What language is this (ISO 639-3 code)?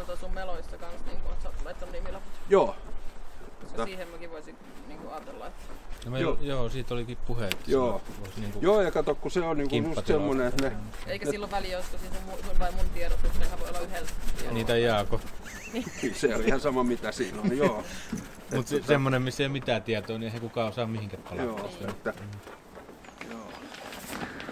fin